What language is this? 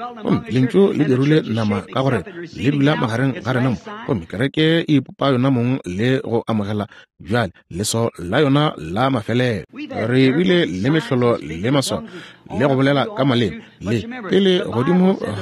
Northern Sotho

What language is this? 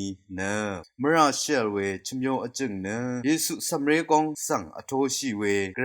Rawang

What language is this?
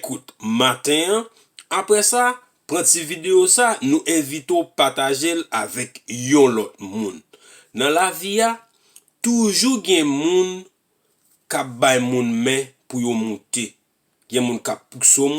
Haitian Creole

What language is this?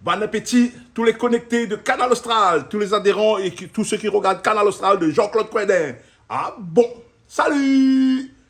Réunion Creole French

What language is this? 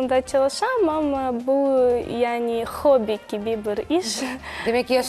Crimean Tatar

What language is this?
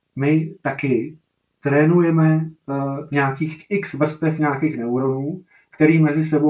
Czech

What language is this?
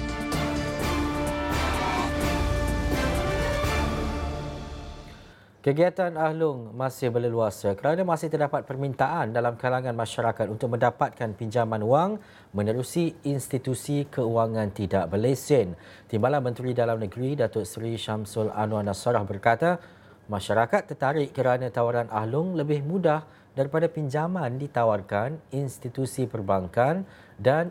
Malay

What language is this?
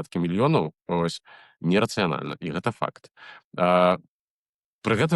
Belarusian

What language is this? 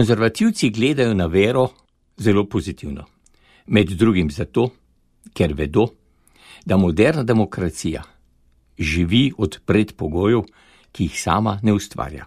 Slovenian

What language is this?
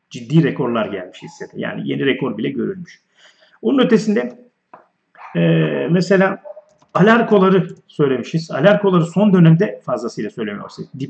Turkish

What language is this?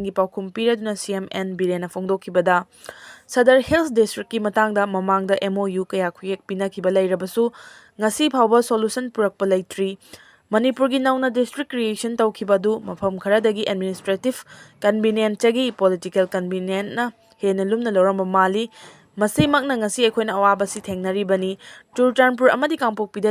Manipuri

